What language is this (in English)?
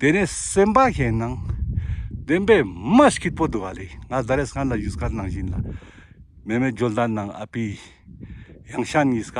Ladakhi